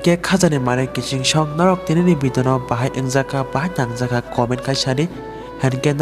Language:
Kok Borok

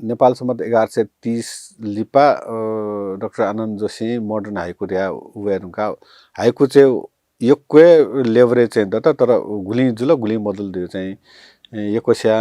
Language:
Newari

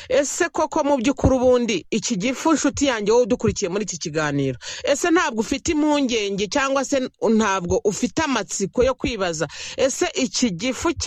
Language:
Kinyarwanda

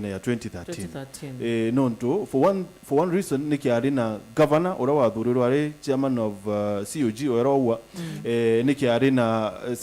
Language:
Meru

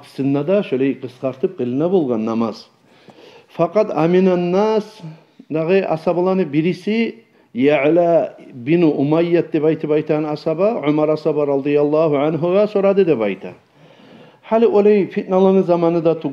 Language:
Kumyk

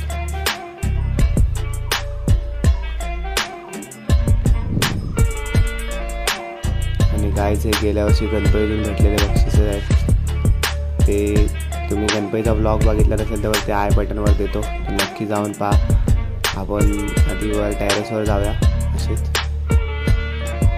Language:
Marathi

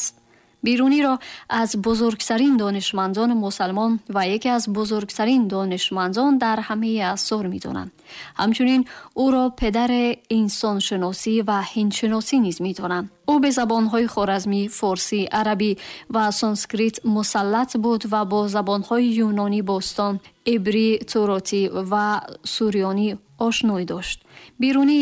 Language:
Tajik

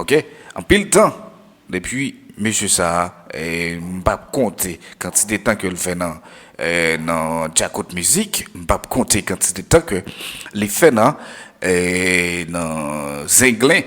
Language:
Haitian Creole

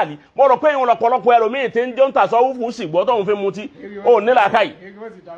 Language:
Yoruba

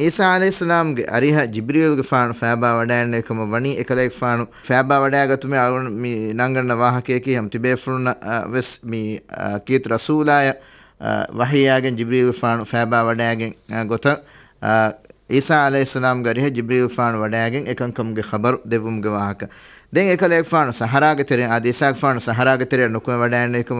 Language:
Divehi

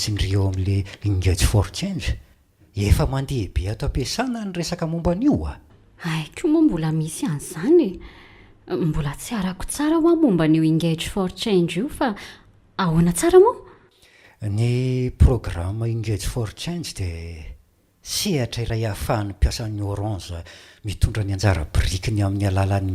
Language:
Malagasy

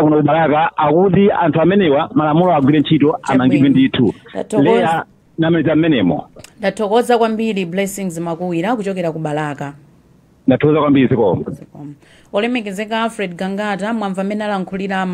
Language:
Nyanja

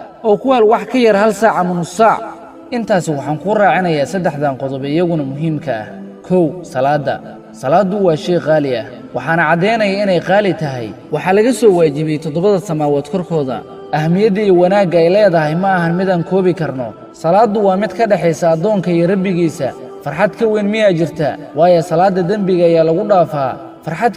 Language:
Somali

